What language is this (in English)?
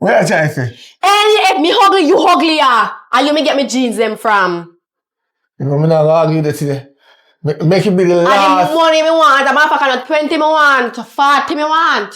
Jamaican Creole English